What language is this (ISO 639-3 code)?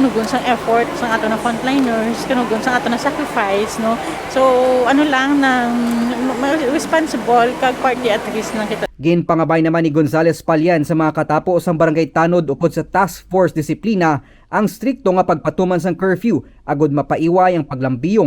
hil